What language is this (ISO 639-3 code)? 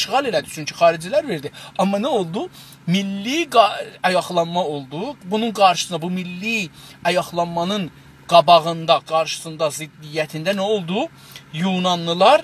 azb